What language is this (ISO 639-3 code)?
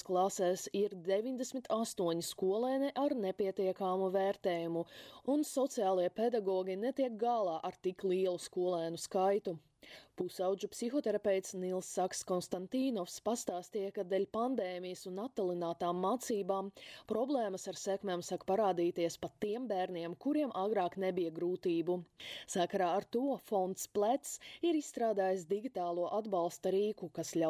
lav